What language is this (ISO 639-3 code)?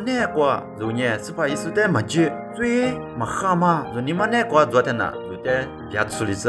lis